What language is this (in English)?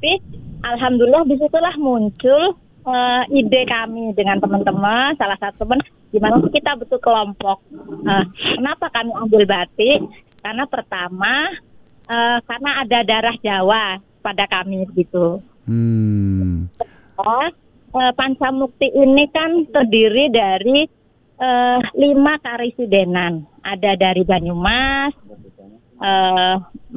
Indonesian